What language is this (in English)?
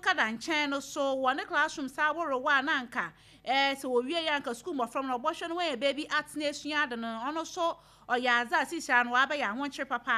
Akan